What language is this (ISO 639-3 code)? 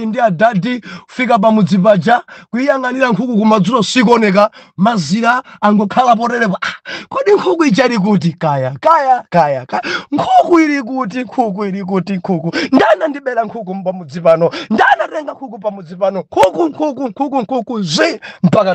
nya